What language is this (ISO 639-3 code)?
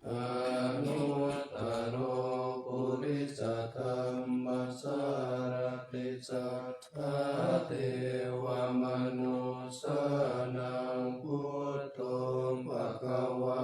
pli